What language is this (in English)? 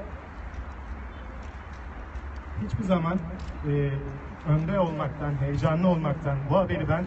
Turkish